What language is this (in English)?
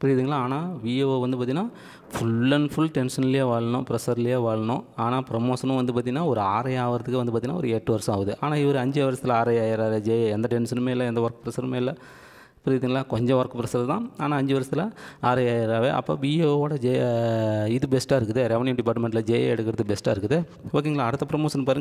Tamil